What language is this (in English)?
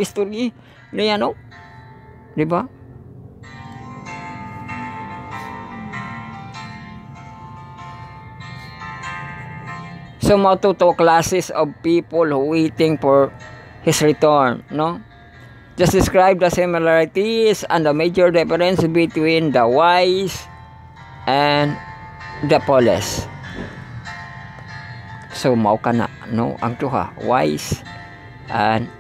Cebuano